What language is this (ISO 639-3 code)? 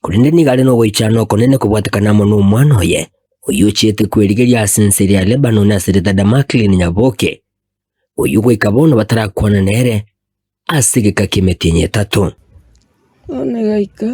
guz